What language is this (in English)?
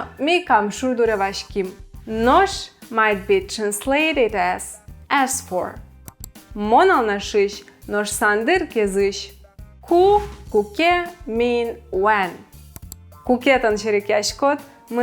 Udmurt